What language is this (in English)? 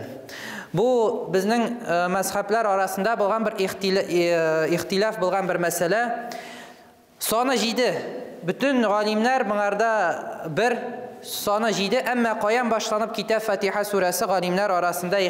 Tatar